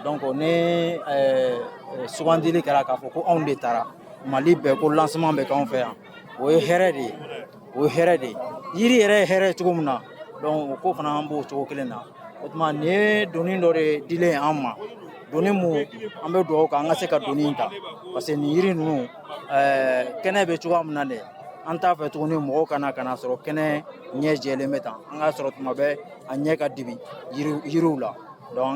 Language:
Bambara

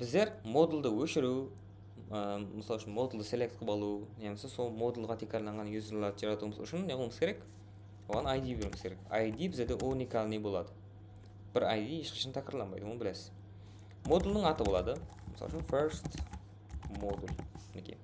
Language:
Kara-Kalpak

